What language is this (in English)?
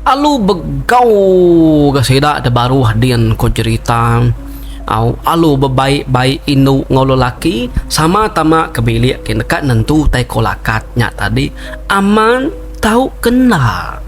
Iban